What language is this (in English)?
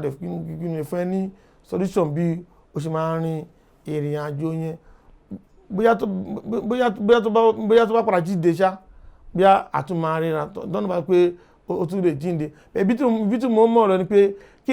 Yoruba